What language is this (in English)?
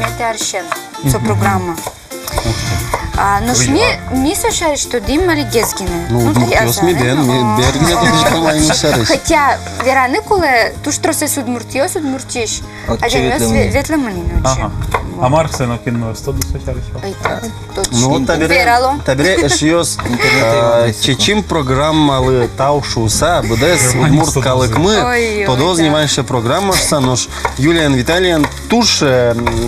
Udmurt